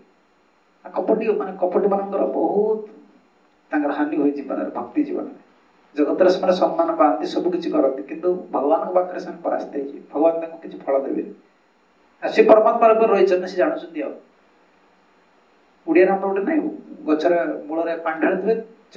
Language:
Odia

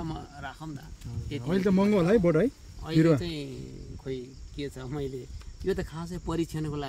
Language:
Nepali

